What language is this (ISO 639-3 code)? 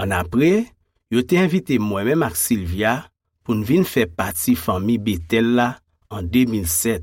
hat